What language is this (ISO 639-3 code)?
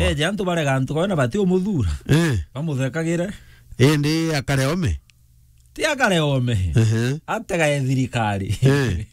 mer